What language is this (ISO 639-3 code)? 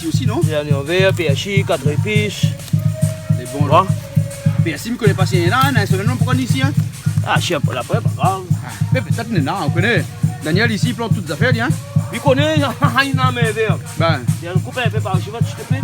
rcf